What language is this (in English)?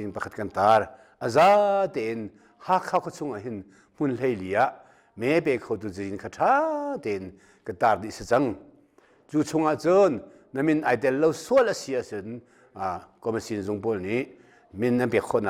Hakha Chin